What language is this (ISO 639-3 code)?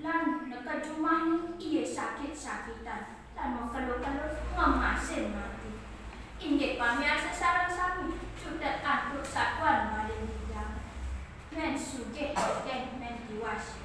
ban